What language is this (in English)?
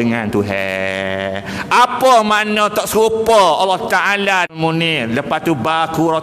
Malay